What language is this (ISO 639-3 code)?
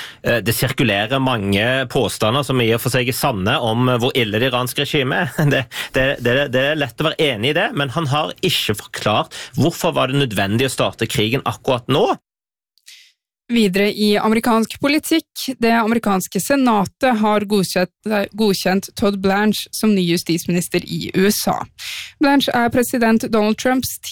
nor